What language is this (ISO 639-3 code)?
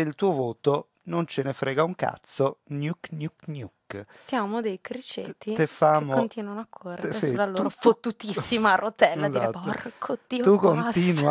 ita